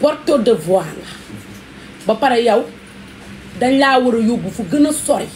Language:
Wolof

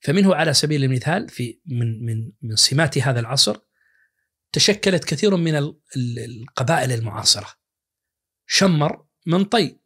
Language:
Najdi Arabic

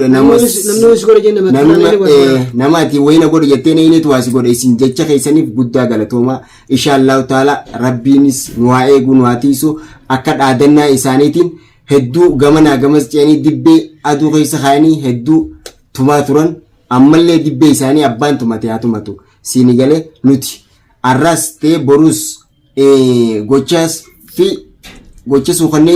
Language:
Oromo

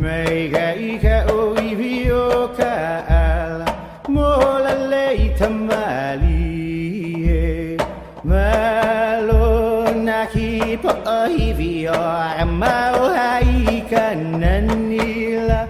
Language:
Hawaiian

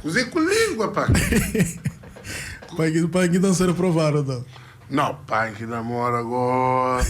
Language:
Kabuverdianu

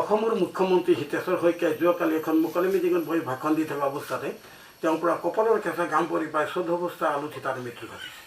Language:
Assamese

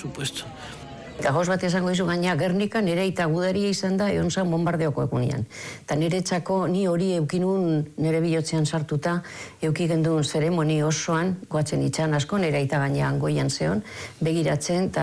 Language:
Basque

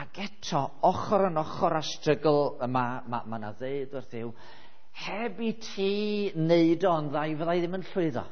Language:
Welsh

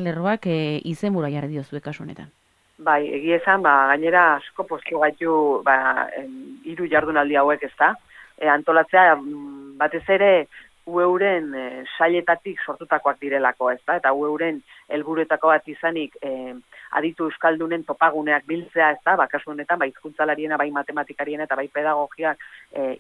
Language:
Basque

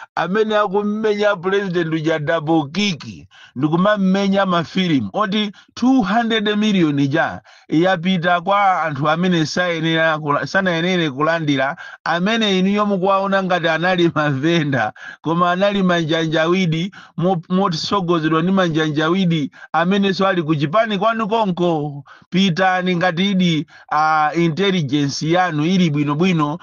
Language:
Nyanja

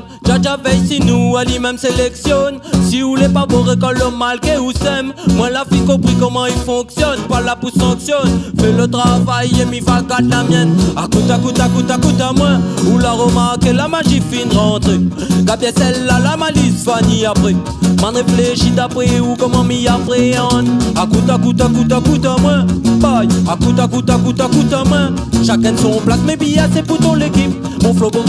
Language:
Réunion Creole French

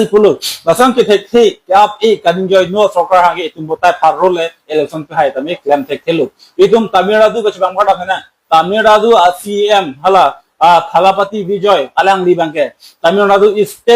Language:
Karbi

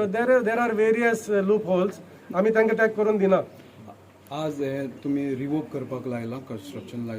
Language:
Konkani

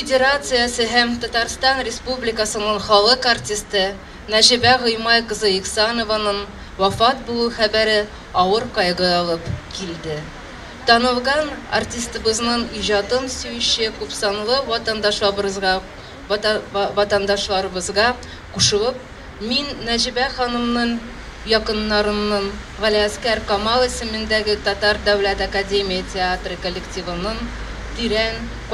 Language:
Tatar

